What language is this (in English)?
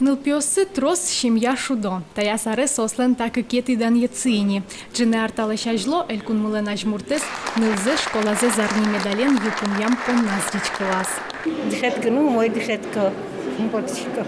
Udmurt